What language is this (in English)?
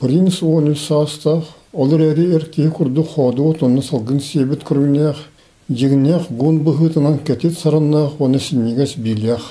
Yakut